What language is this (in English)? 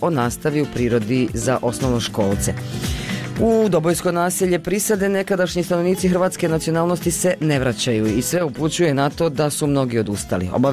Bosnian